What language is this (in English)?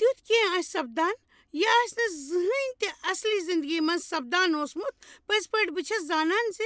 Kashmiri